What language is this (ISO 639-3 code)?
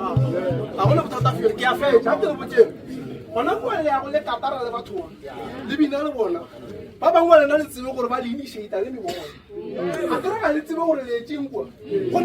nso